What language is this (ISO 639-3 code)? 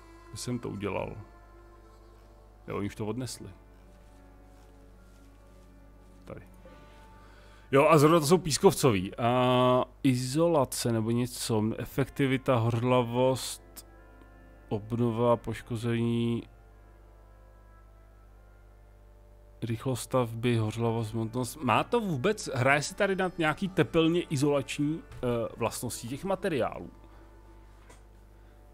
ces